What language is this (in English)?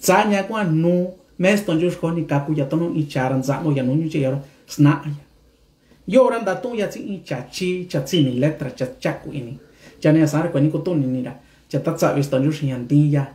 Mixtepec Mixtec